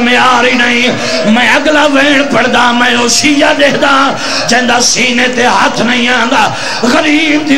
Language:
Saraiki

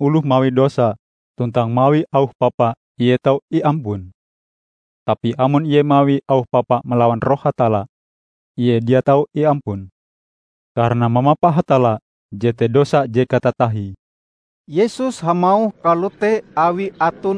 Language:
Ngaju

